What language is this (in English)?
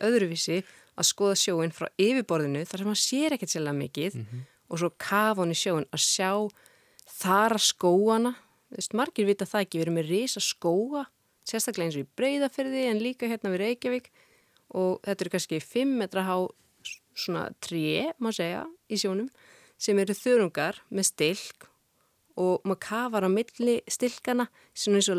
Icelandic